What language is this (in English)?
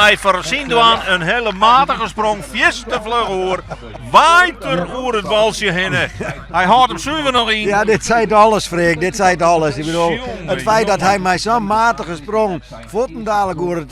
Western Frisian